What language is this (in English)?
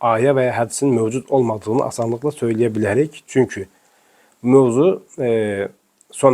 Azerbaijani